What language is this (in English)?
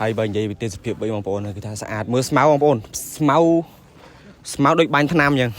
Khmer